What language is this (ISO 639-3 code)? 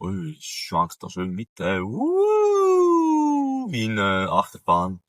gsw